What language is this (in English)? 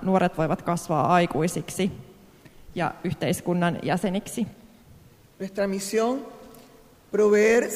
Finnish